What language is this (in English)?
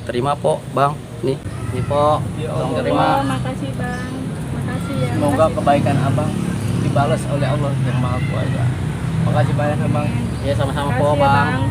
Betawi